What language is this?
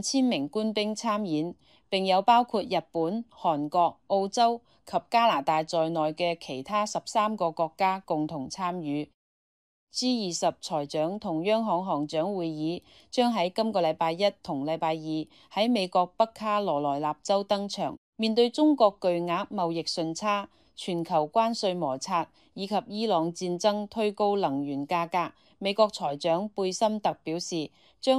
Cantonese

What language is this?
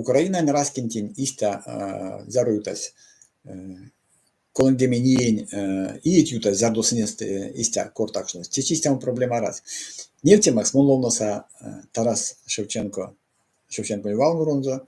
Erzya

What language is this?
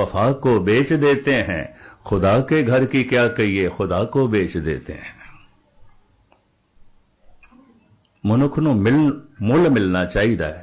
Punjabi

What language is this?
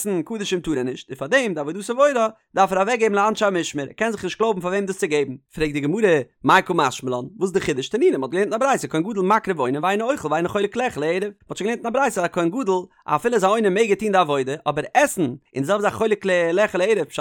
Yiddish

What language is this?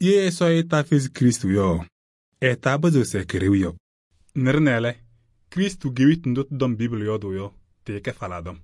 Kabiyè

